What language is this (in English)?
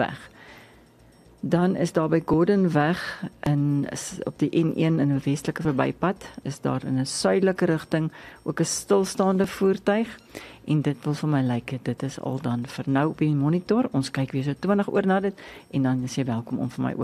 Afrikaans